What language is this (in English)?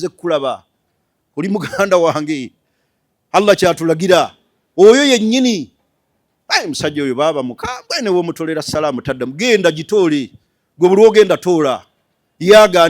Ganda